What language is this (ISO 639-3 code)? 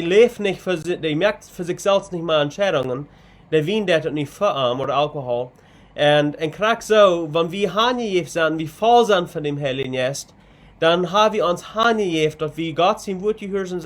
pdt